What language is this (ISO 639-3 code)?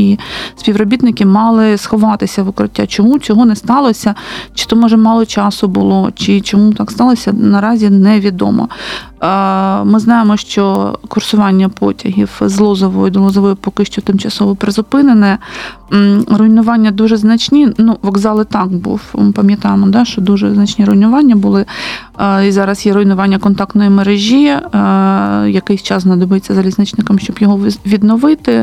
ukr